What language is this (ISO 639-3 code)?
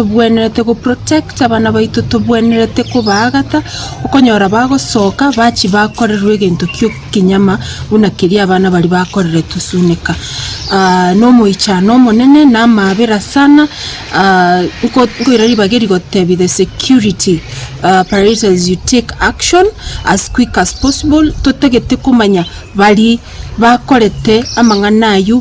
guz